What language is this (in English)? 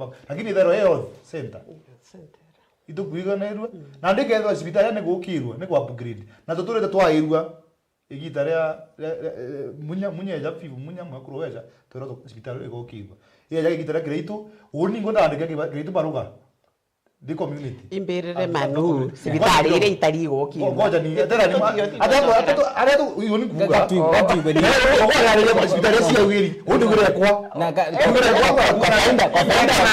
Meru